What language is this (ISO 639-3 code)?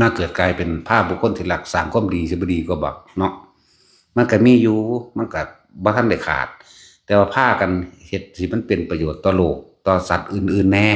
tts